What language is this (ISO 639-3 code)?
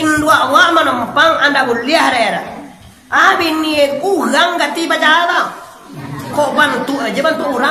min